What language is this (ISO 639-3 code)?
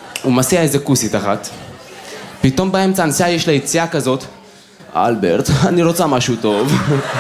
heb